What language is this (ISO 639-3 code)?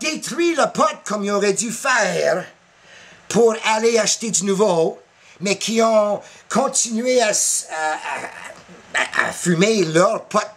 fra